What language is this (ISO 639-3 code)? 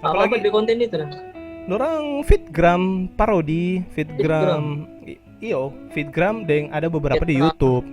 xmm